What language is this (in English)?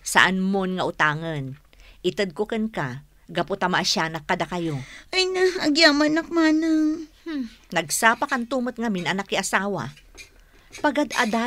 Iloko